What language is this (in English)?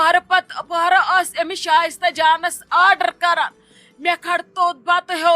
Kashmiri